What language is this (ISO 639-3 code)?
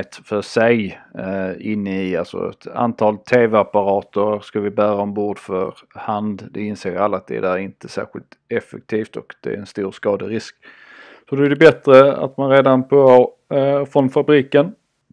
swe